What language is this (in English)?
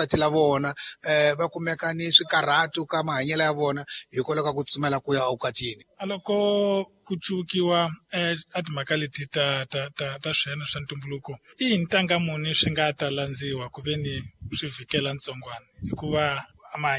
Tsonga